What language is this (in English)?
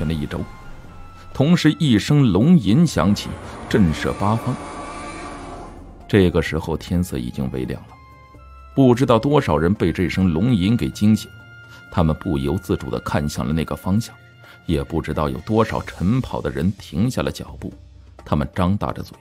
Chinese